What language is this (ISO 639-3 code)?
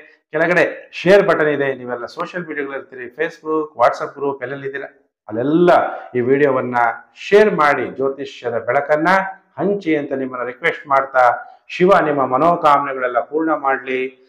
kan